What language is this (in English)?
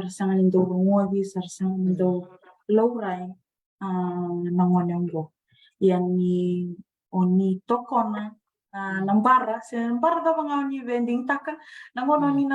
Fijian